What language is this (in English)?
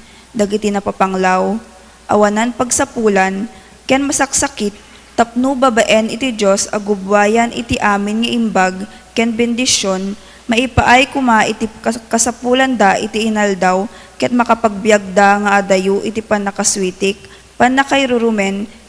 Iloko